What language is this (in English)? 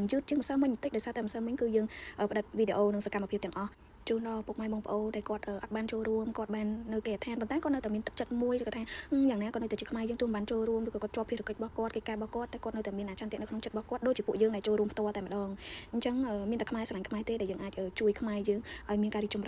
Khmer